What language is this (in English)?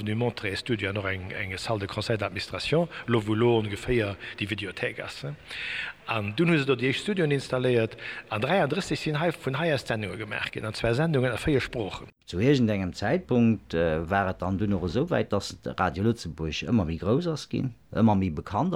Luxembourgish